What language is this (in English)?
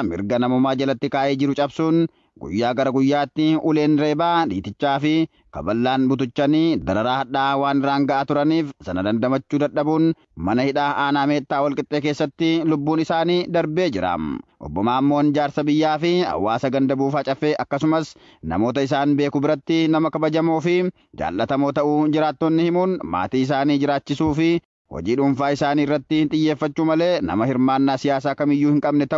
Oromo